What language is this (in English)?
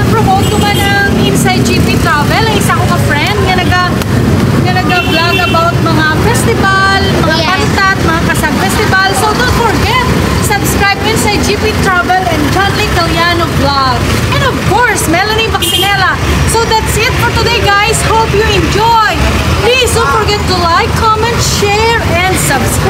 Hiligaynon